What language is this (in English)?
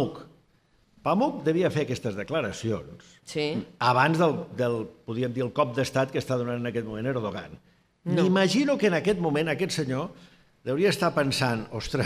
Catalan